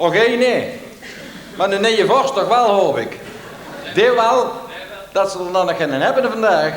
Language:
Limburgish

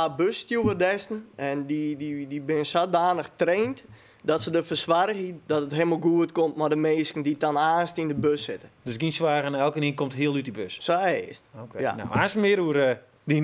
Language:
Western Frisian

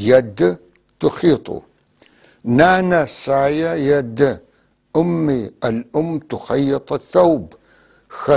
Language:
North Levantine Arabic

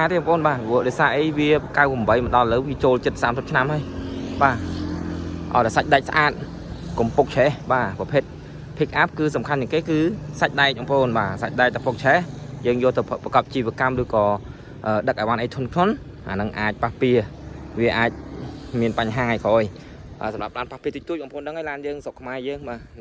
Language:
Khmer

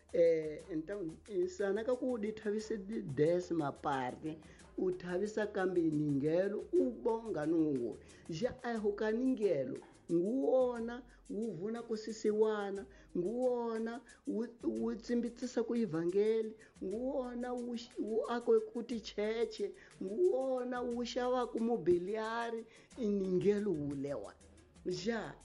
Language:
Tsonga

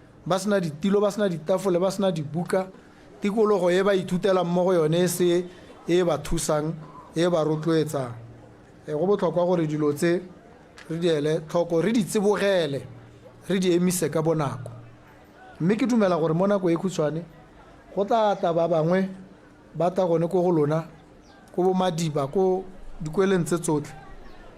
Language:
Tswana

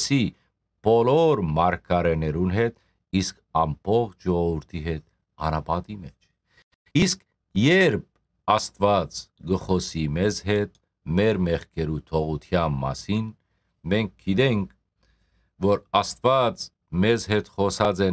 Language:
Western Armenian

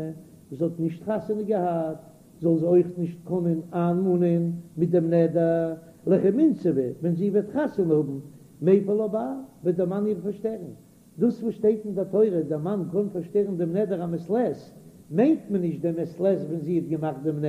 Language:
Yiddish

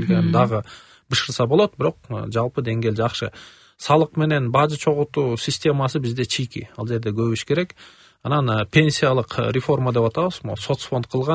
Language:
Kyrgyz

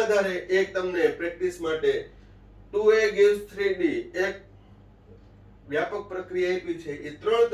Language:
Gujarati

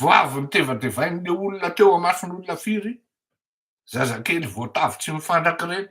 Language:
Malagasy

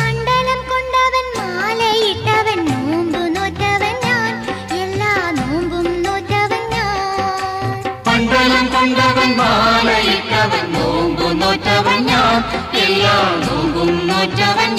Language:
Malayalam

